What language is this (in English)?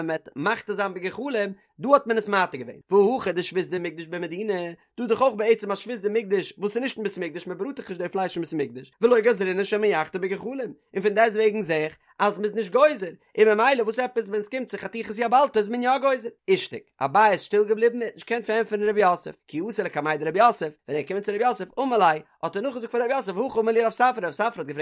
Yiddish